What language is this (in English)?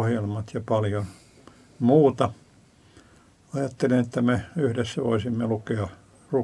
Finnish